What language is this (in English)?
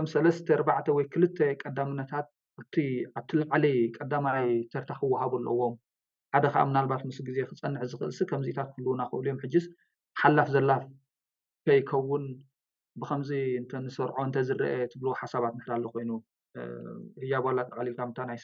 Tigrinya